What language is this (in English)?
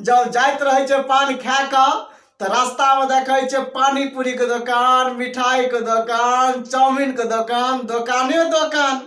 Maithili